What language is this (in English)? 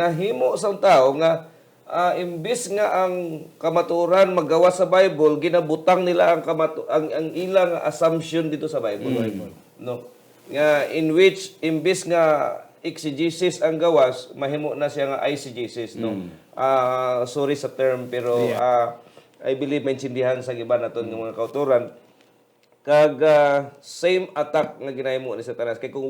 Hiligaynon